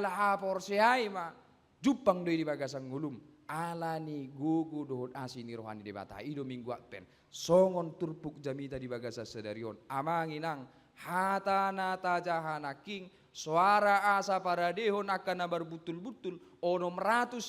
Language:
Batak Toba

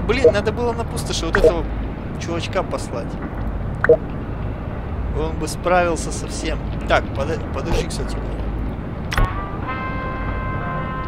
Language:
Russian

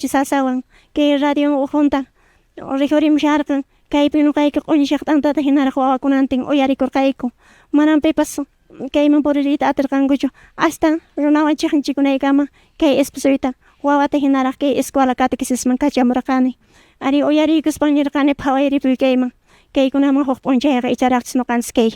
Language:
Quechua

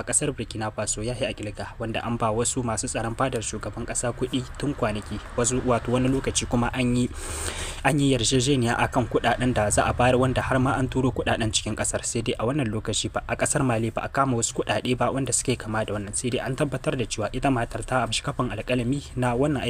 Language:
Hausa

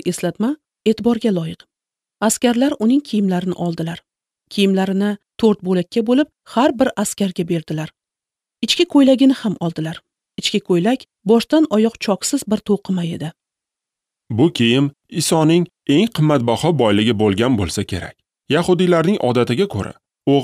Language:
Uzbek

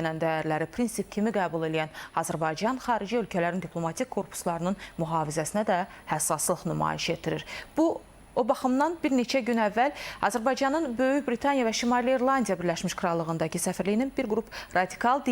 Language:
Azerbaijani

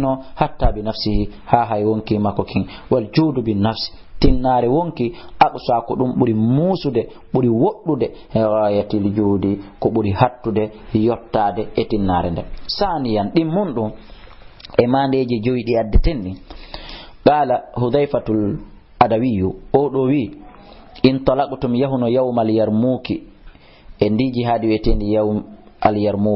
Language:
Fula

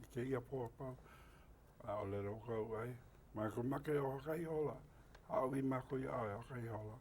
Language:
Hawaiian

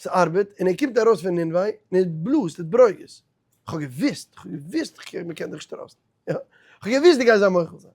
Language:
Yiddish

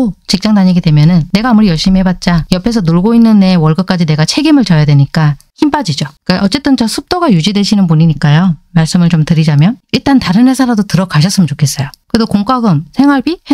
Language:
Korean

